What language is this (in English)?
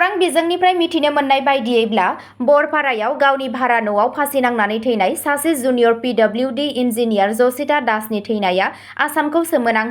Bodo